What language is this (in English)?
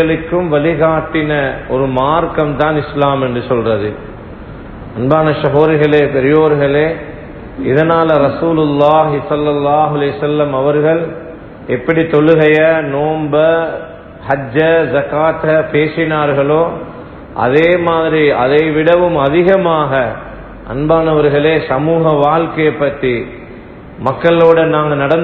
Tamil